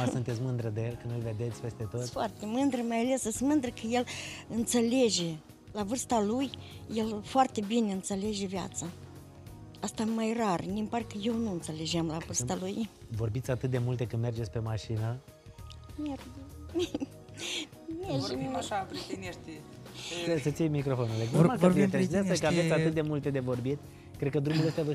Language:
Romanian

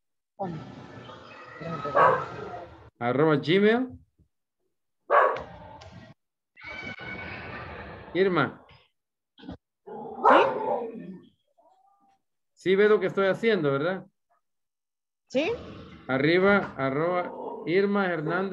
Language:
Spanish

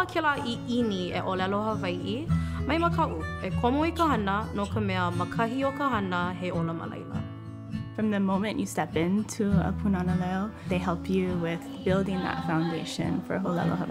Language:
Hawaiian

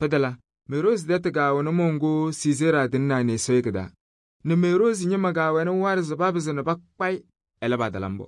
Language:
Kabiyè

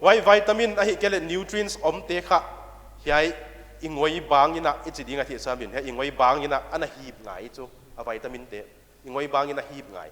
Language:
Paite Chin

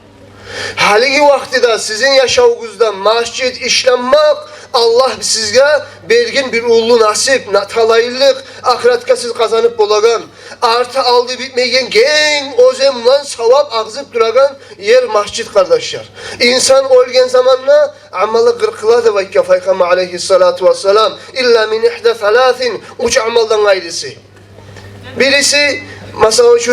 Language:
Kumyk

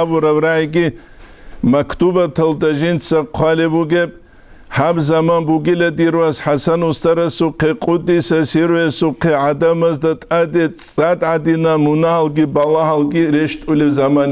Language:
Avaric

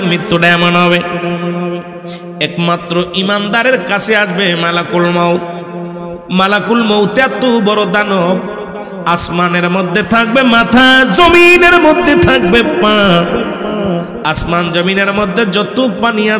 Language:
Bangla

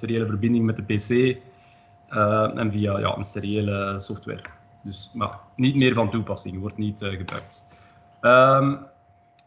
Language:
Dutch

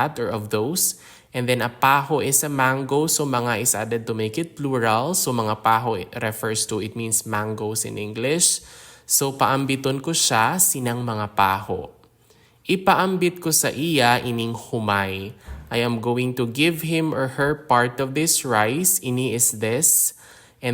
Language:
Hiligaynon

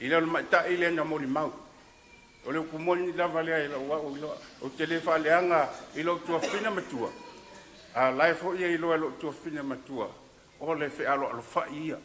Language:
Samoan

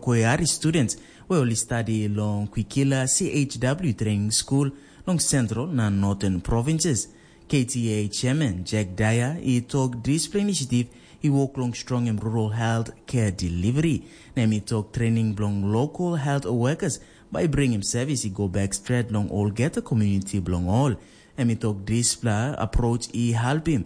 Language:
Tok Pisin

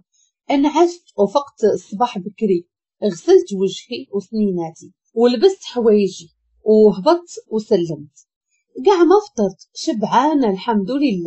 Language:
Moroccan Arabic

